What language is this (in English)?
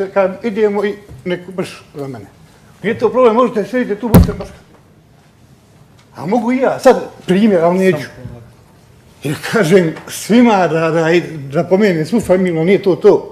Bosnian